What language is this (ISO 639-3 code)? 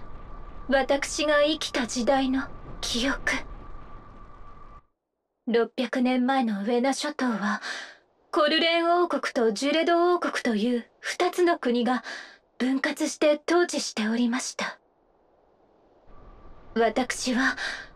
jpn